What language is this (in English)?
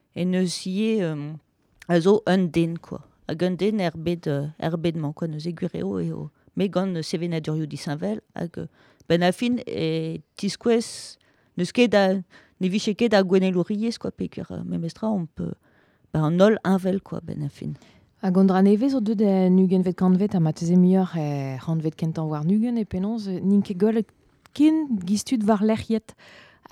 Breton